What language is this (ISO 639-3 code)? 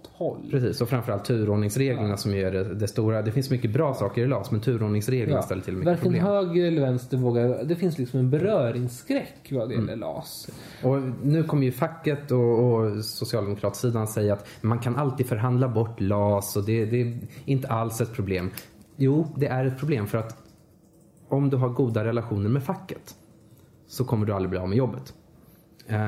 swe